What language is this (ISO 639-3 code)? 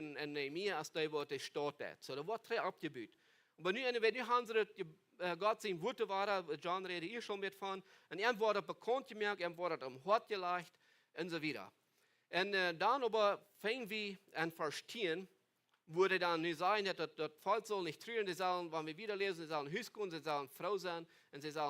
pdt